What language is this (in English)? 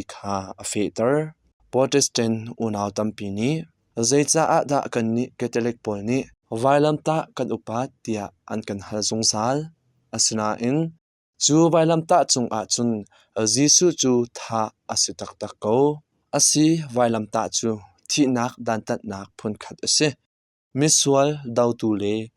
Hakha Chin